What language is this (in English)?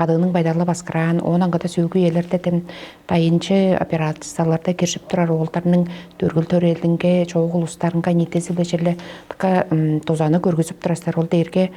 Tuvinian